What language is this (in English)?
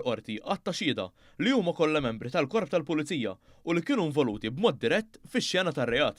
Maltese